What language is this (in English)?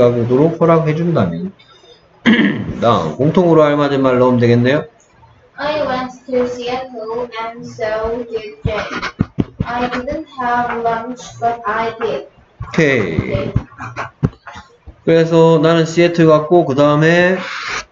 Korean